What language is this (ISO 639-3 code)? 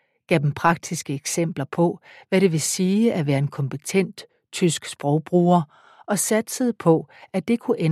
dan